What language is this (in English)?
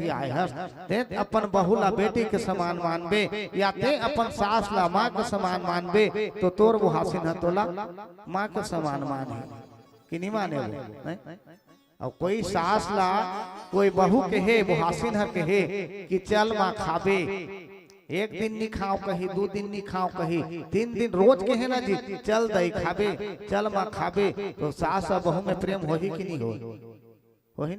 Chhattisgarhi